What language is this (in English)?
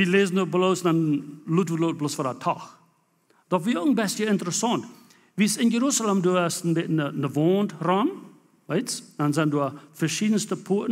Plautdietsch